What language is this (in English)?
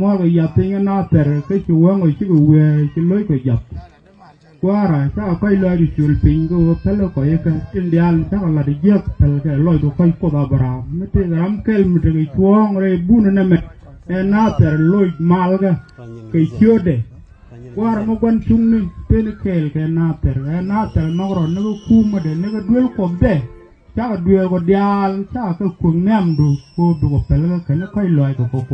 Nuer